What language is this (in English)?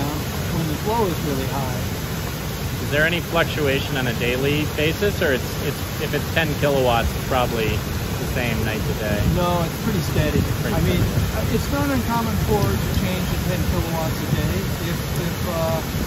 English